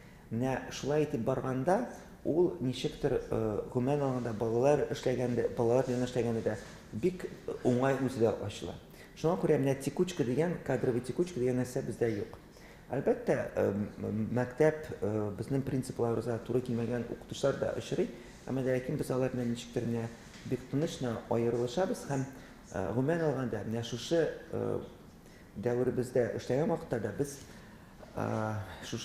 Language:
Tatar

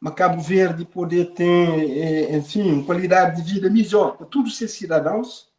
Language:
Kabuverdianu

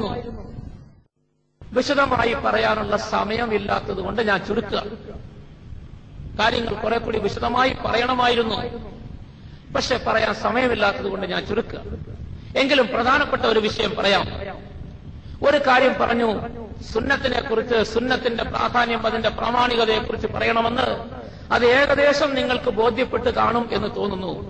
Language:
Malayalam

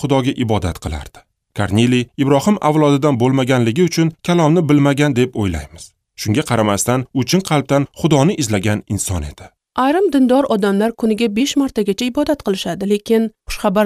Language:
Uzbek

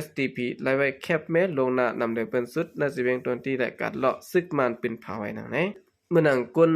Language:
Shan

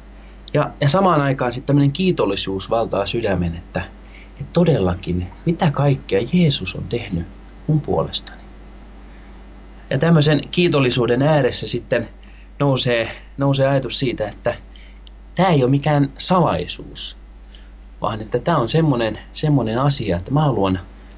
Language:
Finnish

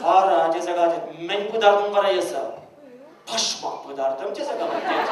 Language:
Chuvash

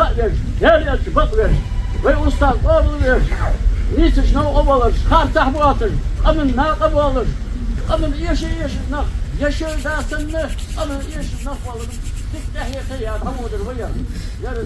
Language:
Ingush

